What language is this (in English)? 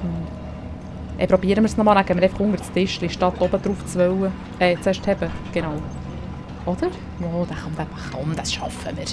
Swiss German